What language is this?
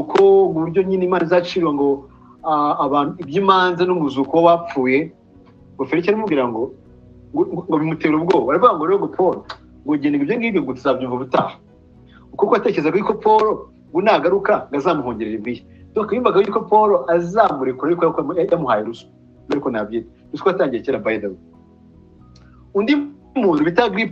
Kinyarwanda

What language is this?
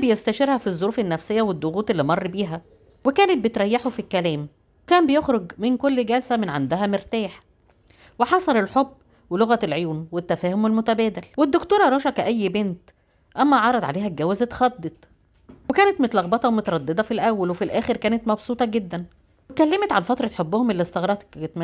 Egyptian Arabic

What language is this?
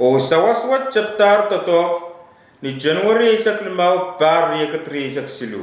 Pohnpeian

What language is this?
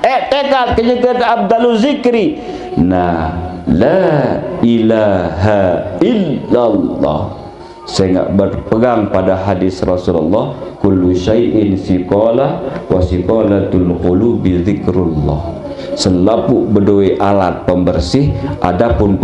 Sasak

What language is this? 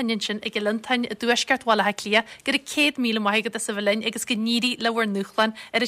Irish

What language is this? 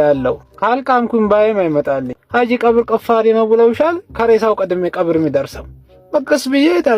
Amharic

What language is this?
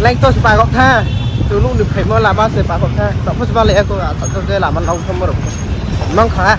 Riang (India)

